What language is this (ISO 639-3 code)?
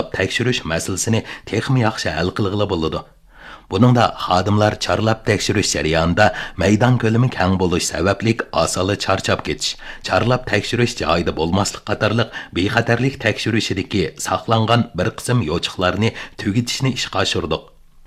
uig